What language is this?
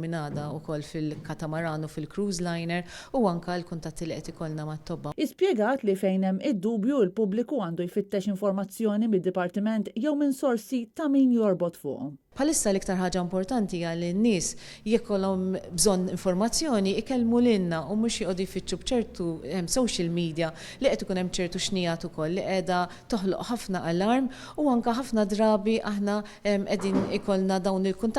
Maltese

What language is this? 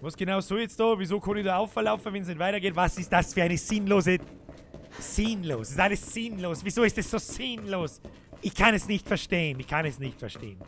Bavarian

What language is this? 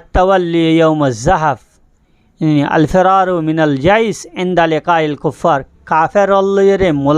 Rohingya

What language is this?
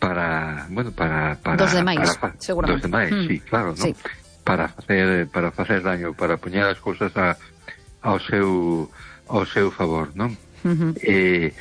Galician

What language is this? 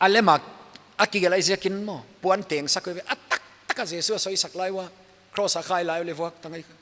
Paite Chin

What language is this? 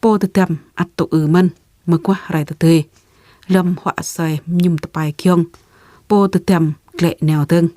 Jarai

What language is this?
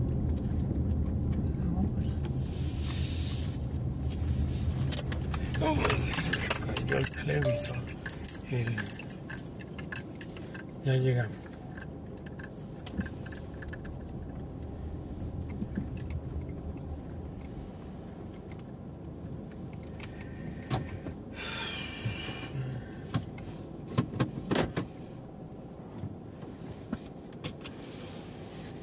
Spanish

